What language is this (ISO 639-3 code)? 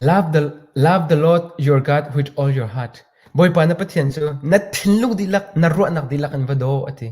cnh